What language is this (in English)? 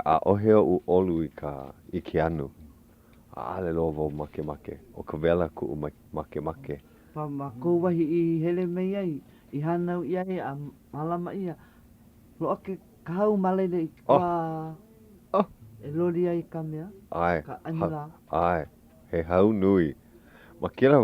Hawaiian